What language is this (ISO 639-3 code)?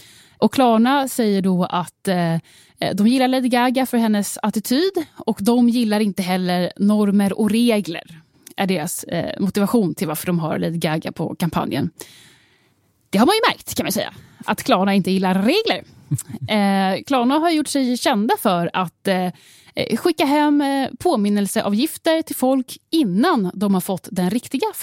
swe